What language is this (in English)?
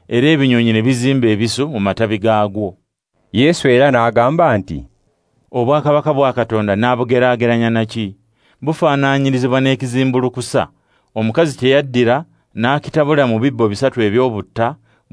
Ganda